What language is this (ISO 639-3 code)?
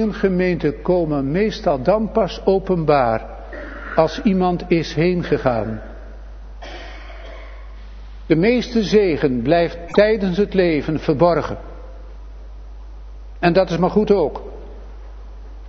nld